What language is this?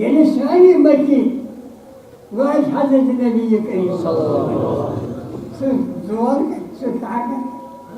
Kashmiri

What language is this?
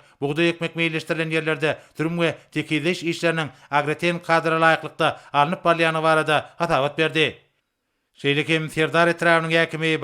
Turkmen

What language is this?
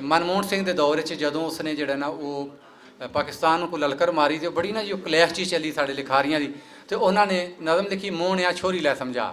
Western Panjabi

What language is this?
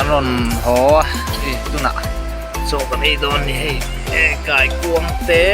Mizo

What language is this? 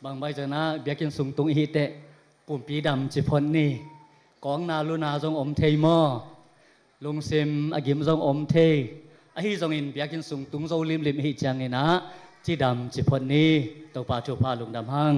Tedim Chin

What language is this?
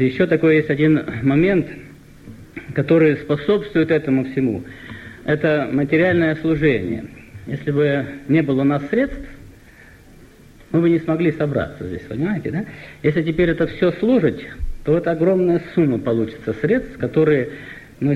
Russian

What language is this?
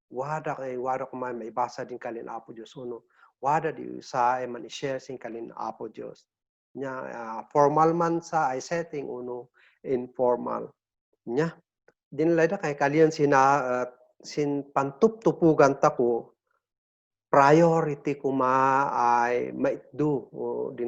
Kankanaey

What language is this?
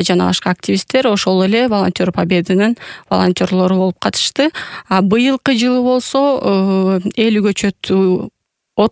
Kyrgyz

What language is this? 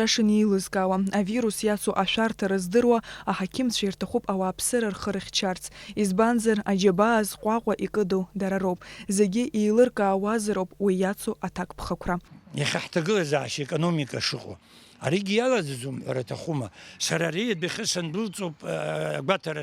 Abkhazian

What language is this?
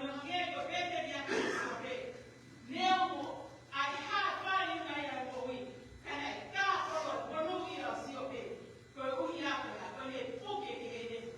Tongan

